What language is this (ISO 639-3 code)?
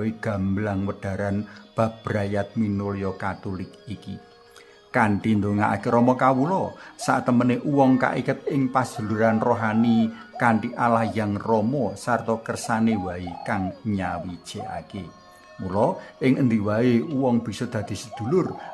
jav